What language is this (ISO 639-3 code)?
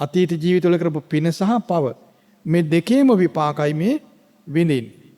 sin